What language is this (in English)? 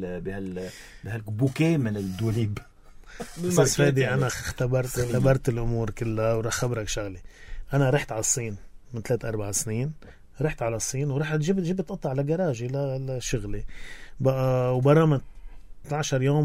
North Levantine Arabic